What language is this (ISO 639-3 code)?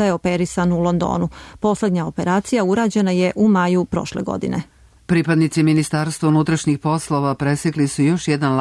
srp